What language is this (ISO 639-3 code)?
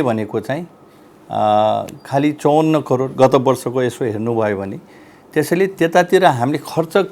nep